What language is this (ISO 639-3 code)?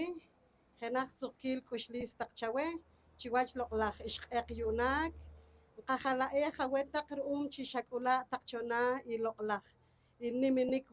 poh